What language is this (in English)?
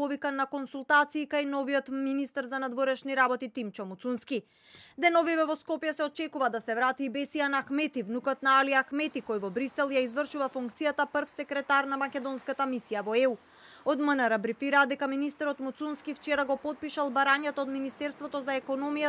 Macedonian